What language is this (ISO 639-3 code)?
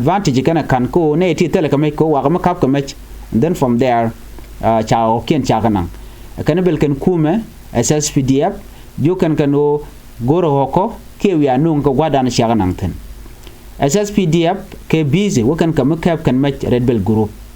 nus